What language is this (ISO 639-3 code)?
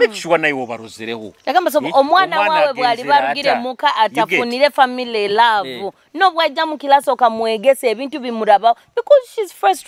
nyo